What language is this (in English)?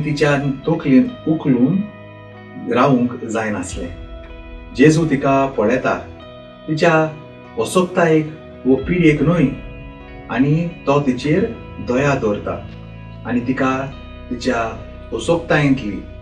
Konkani